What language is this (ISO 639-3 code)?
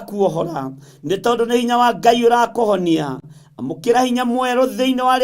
kik